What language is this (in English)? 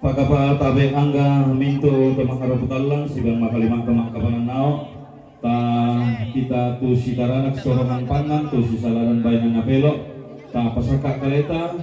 Toraja-Sa'dan